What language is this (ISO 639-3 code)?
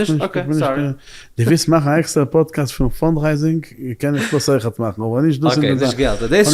yid